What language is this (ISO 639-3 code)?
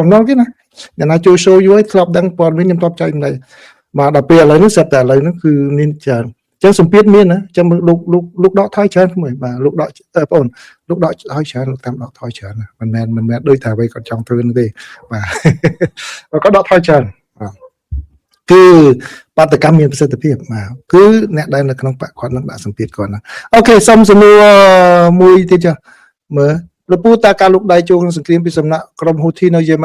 khm